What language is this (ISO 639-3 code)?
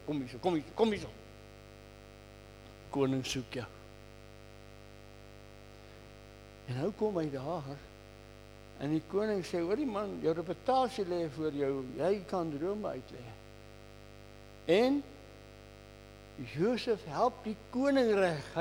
afr